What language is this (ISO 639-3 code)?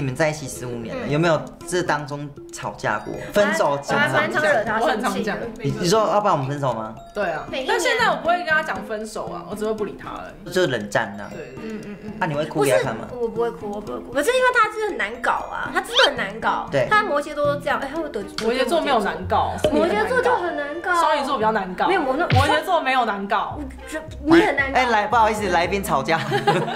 zho